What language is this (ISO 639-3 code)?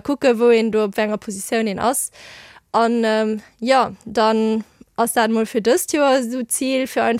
ltz